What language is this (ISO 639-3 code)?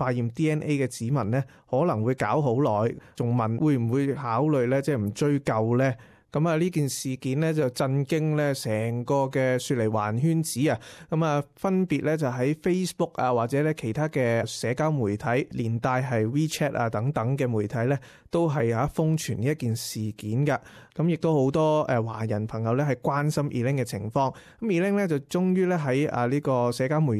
yue